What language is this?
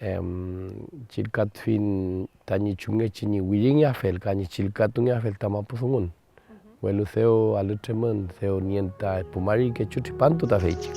Mapuche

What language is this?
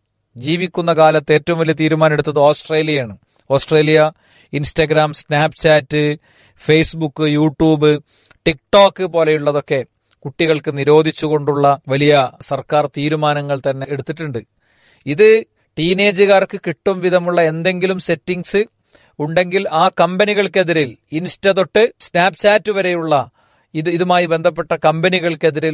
Malayalam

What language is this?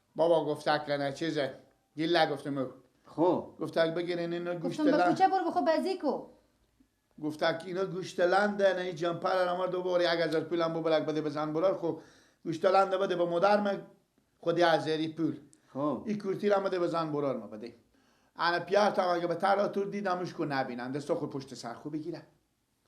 Persian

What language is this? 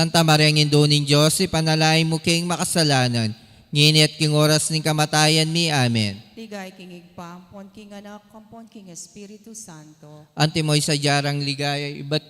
Pampanga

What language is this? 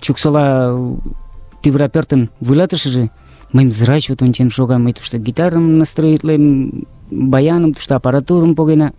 Mari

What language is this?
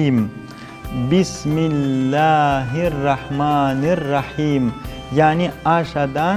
Crimean Tatar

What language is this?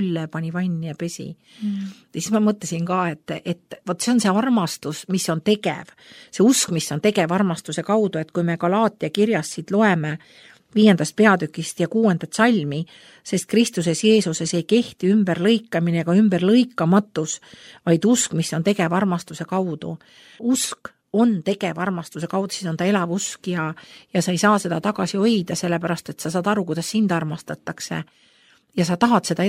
Estonian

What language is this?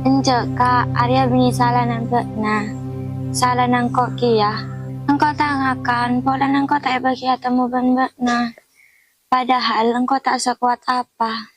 Madurese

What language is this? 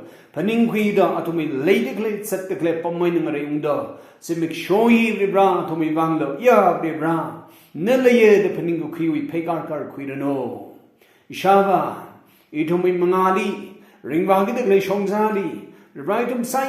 Tangkhul Naga (India)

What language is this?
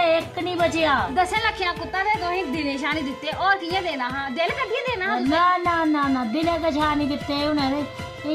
Dogri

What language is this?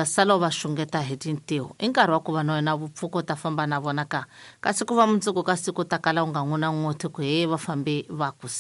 Tsonga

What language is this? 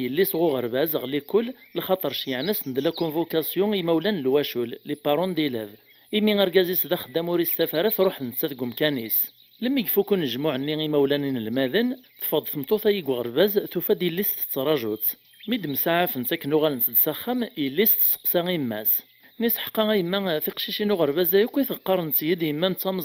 Kabyle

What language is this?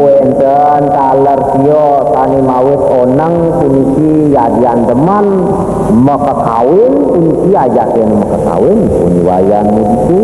Balinese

